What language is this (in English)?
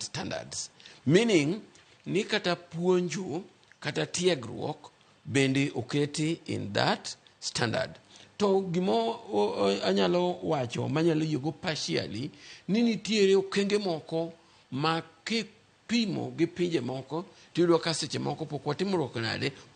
Luo (Kenya and Tanzania)